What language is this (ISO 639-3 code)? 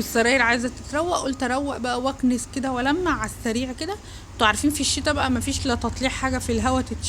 arz